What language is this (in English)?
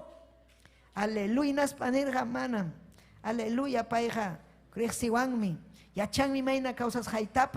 Ayacucho Quechua